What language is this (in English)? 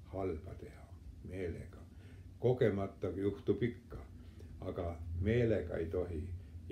Estonian